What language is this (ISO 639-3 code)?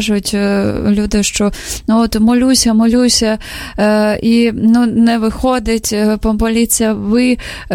ukr